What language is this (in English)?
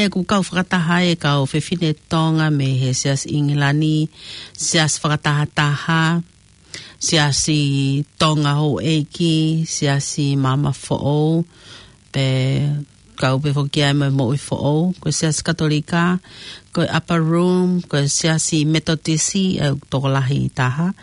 Tongan